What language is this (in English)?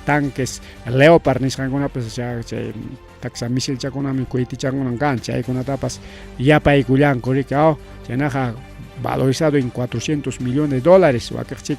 Ayacucho Quechua